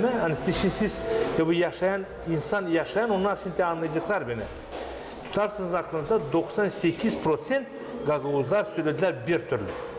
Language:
Gagauz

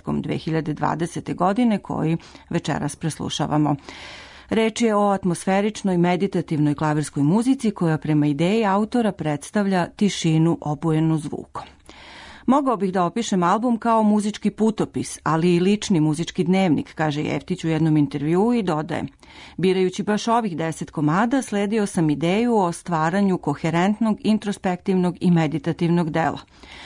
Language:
Serbian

